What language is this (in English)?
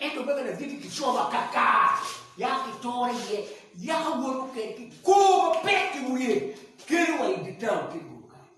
Acoli